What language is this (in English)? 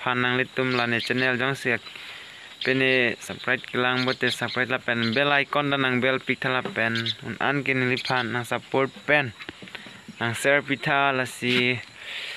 Karbi